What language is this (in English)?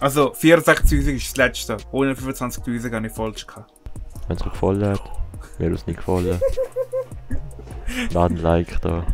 Swiss German